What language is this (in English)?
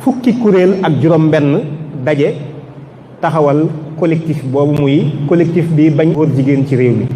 Wolof